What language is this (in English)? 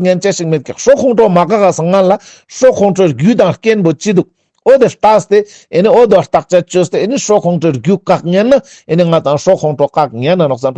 Ladakhi